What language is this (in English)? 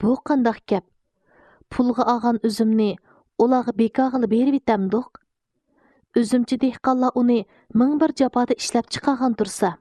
Uyghur